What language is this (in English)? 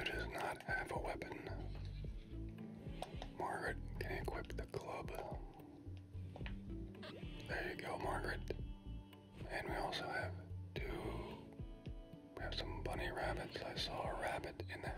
English